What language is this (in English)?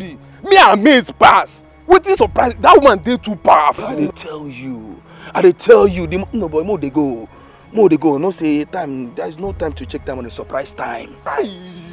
Nigerian Pidgin